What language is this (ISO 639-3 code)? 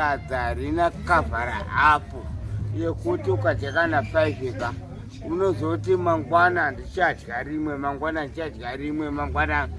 sna